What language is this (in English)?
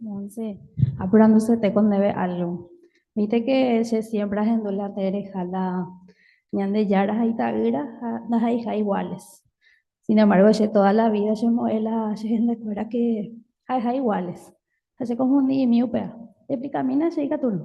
Guarani